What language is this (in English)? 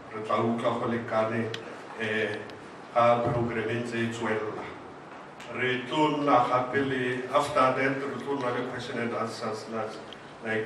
Tswana